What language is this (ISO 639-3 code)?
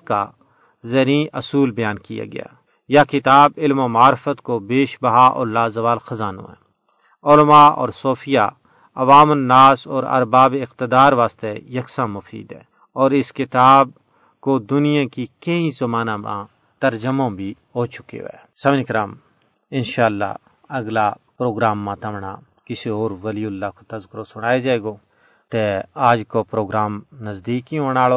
gju